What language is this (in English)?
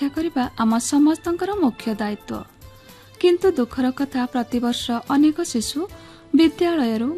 Odia